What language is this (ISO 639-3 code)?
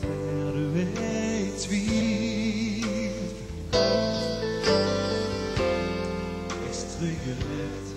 nor